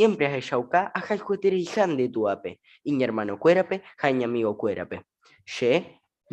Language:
Guarani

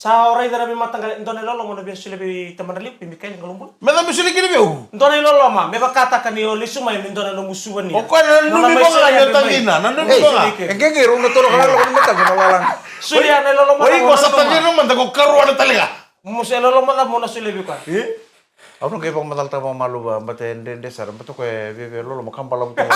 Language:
Fijian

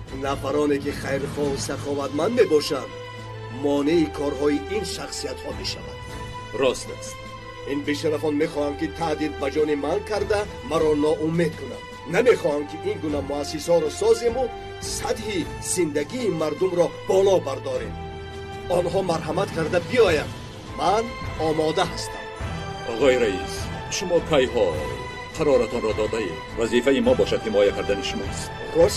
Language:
Tajik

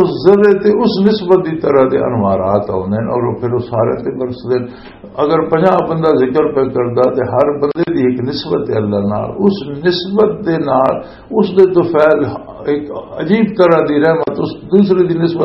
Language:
Western Panjabi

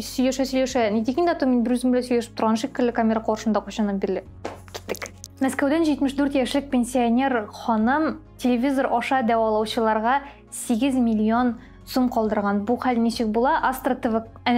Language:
Tatar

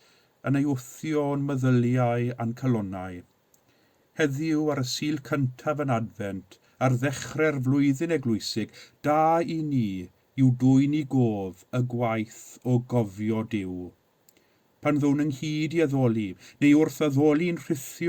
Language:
Welsh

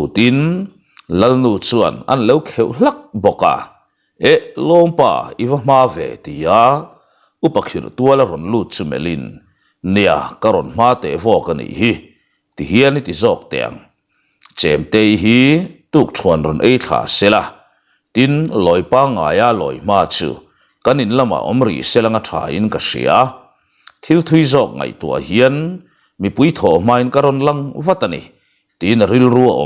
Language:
Mizo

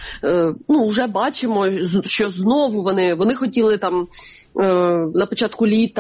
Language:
Ukrainian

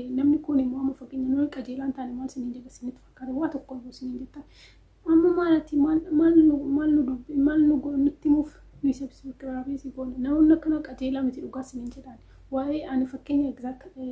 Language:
Oromo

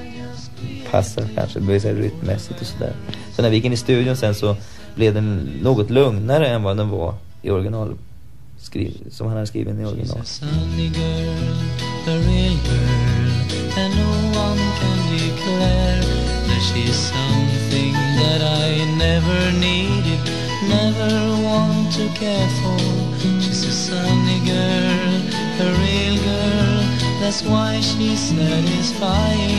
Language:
Swedish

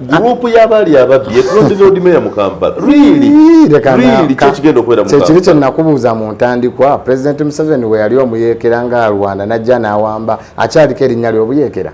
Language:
Ganda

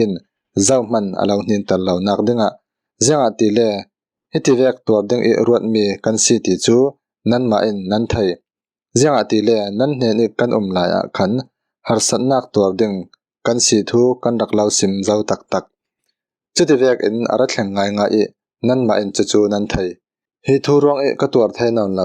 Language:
Falam Chin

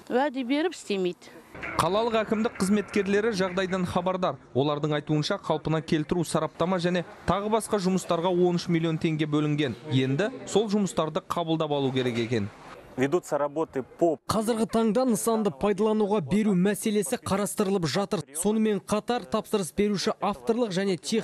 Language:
Kazakh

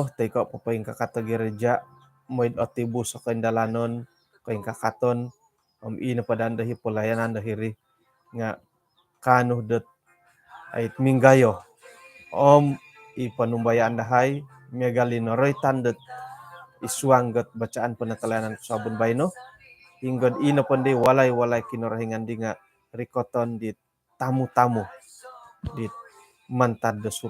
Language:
Central Dusun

